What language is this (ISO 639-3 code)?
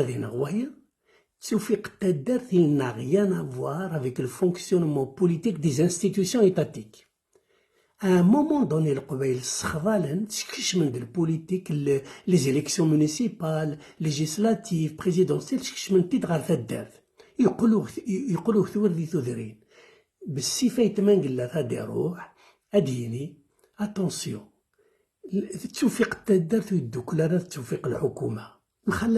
kab